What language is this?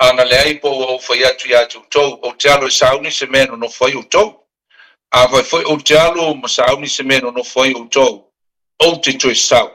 Samoan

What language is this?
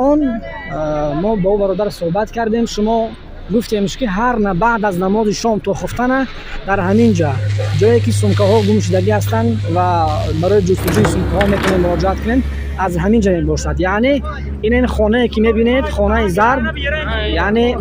Tajik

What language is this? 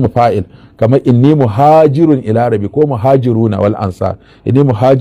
Hausa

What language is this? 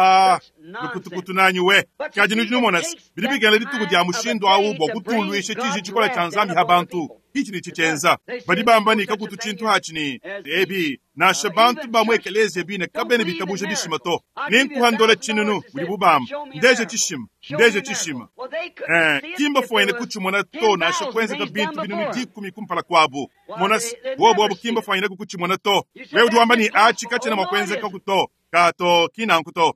Luba-Lulua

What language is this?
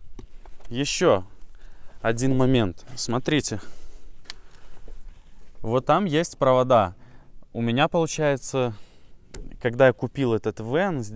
Russian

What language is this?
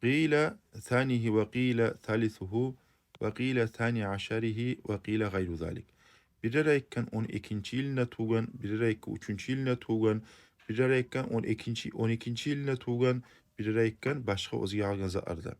Kumyk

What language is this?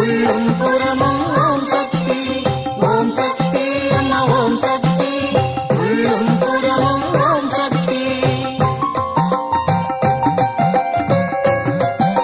Tamil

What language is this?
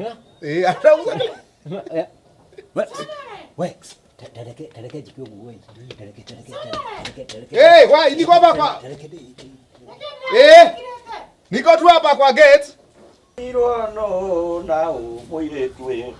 Kikuyu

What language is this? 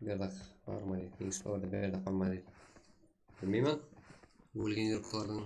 Kara-Kalpak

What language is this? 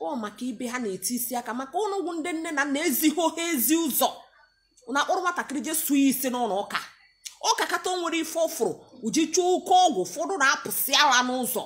Igbo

